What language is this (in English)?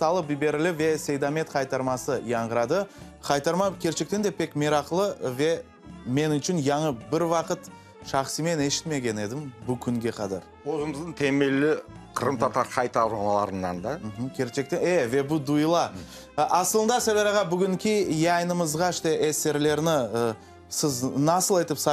Crimean Tatar